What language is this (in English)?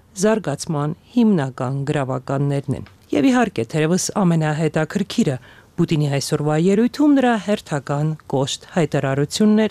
Armenian